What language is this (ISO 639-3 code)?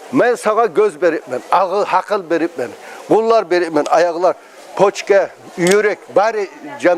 kum